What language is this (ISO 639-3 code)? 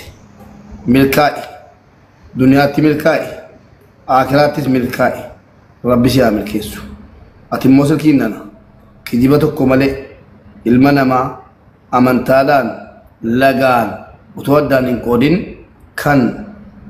orm